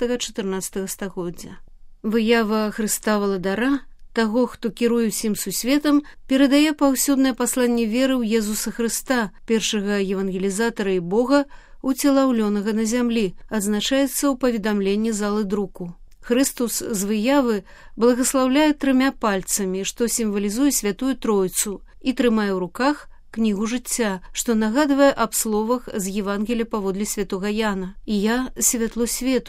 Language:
Belarusian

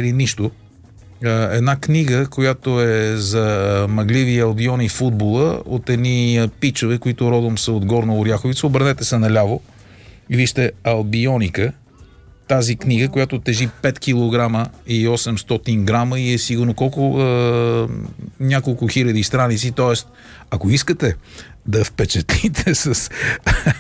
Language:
Bulgarian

